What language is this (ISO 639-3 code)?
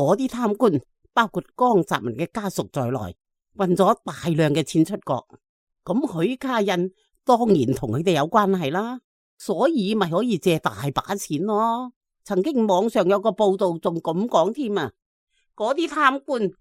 yue